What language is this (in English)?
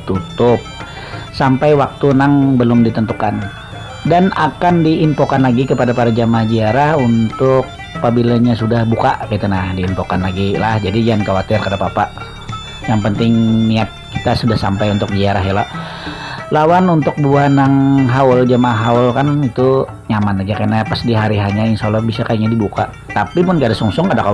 Banjar